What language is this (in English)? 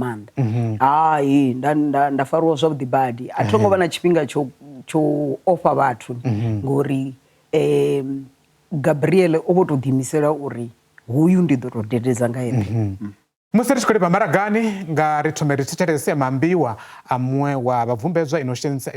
Venda